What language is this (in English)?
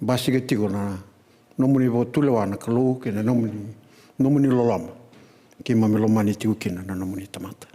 Fijian